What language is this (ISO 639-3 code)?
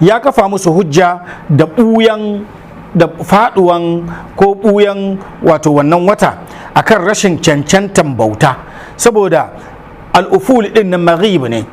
hau